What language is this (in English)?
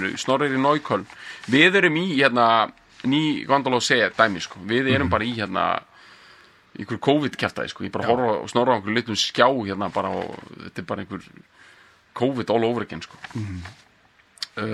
Icelandic